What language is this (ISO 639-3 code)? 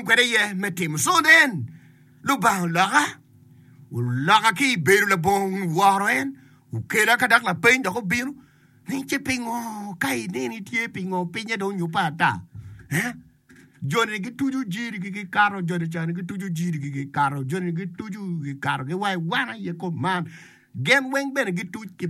ach